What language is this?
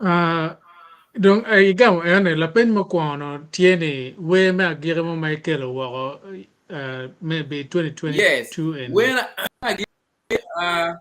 Acoli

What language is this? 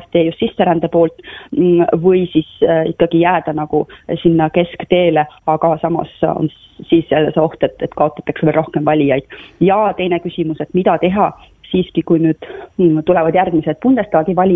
Estonian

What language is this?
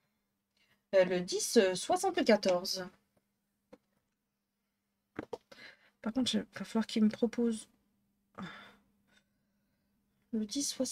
French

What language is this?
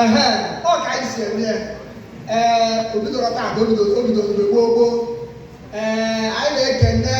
Igbo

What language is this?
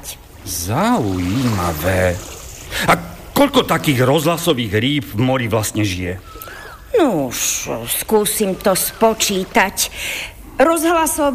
Slovak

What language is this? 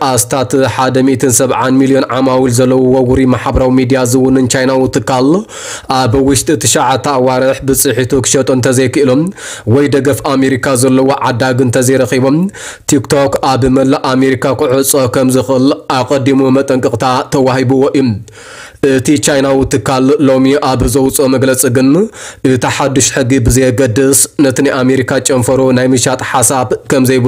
Tigrinya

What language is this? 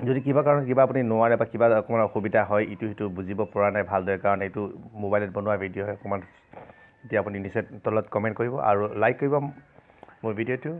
Assamese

